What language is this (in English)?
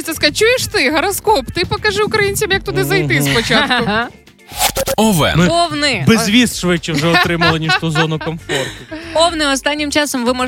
Ukrainian